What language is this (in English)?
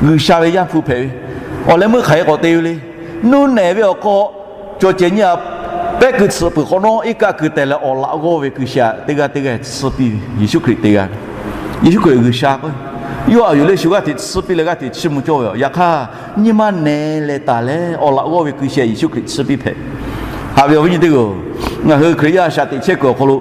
Lahu